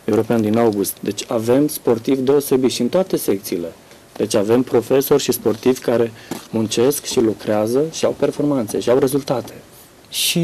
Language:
Romanian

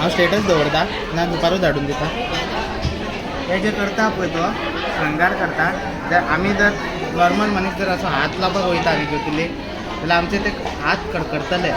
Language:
Konkani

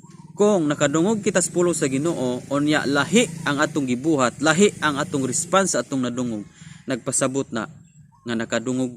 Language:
Cebuano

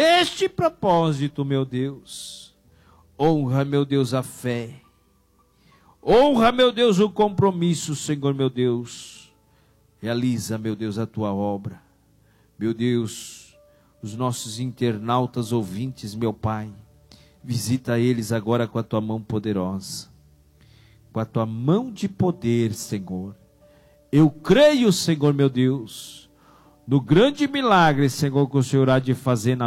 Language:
Portuguese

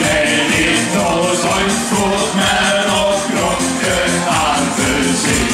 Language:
Limburgish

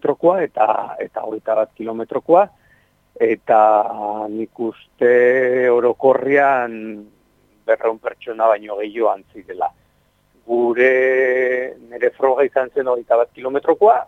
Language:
Basque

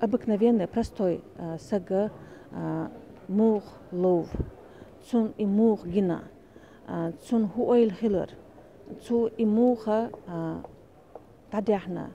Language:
Chechen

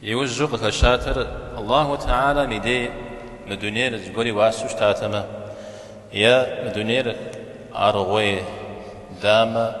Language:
Kabardian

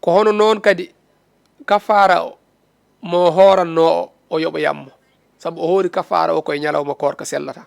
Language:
Fula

